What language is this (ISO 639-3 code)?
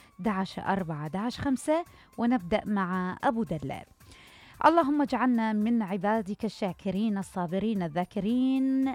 acm